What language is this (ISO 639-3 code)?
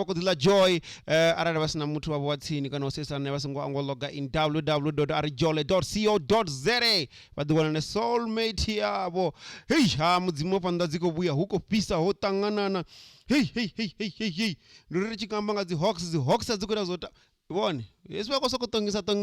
ven